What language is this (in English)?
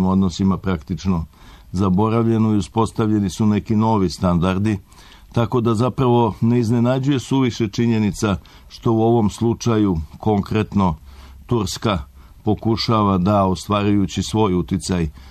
Serbian